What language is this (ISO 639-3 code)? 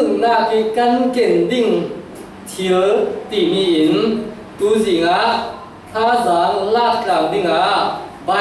cfm